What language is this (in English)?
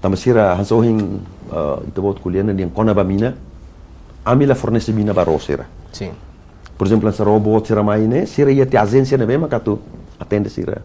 Tetum